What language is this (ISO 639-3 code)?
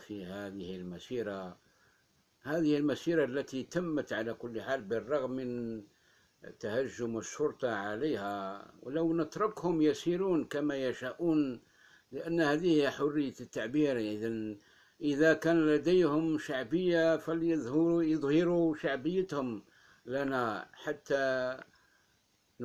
ara